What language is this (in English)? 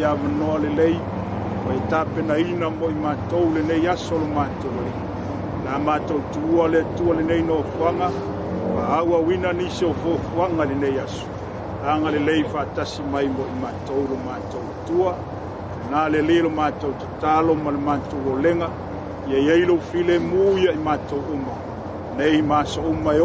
Samoan